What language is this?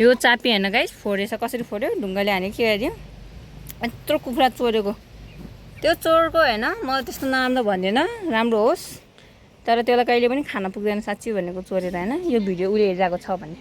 Nepali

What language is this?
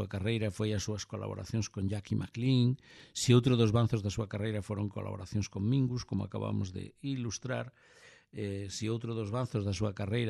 Galician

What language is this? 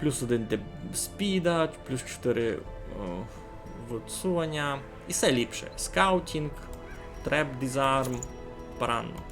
Rusyn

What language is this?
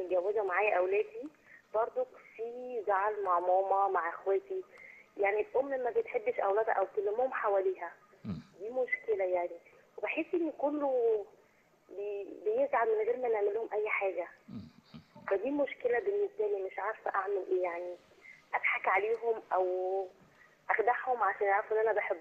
Egyptian Arabic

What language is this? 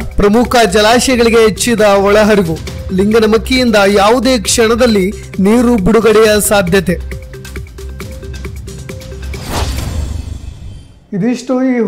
Kannada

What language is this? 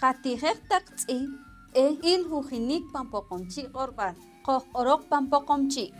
Poqomchi'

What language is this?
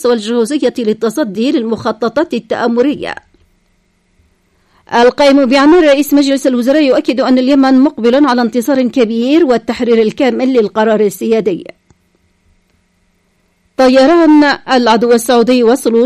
Arabic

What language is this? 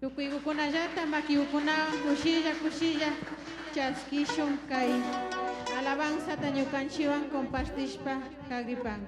Imbabura Highland Quichua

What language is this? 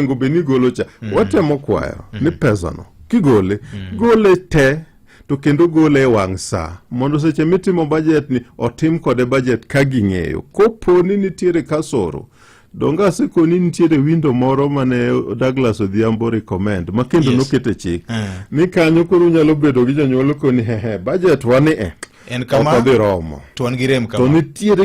Luo (Kenya and Tanzania)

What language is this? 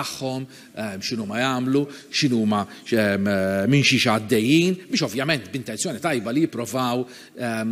Maltese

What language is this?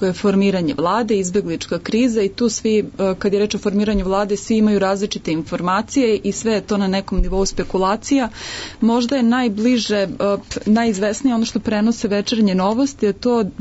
Serbian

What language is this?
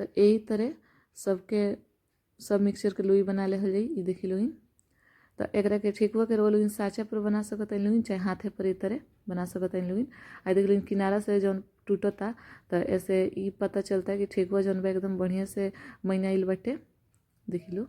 Bhojpuri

